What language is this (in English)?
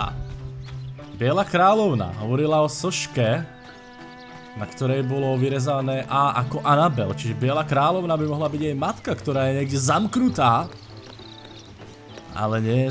Slovak